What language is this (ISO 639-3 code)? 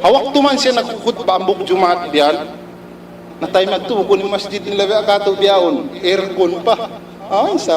tsg